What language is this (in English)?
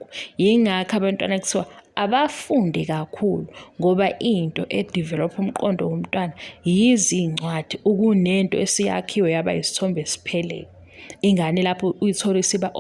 Zulu